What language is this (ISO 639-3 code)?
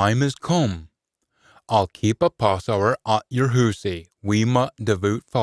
sco